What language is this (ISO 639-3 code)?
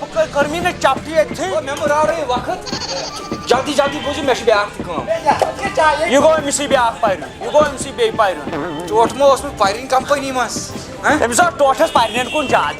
kas